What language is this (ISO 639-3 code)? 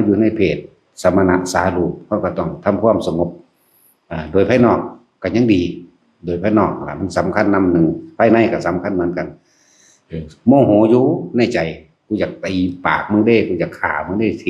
lao